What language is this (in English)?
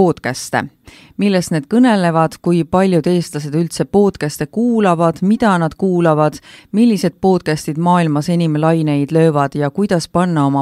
Estonian